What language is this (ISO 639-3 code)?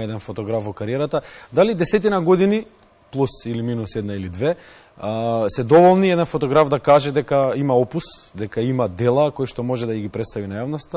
mkd